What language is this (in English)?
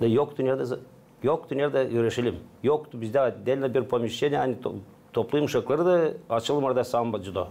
Gagauz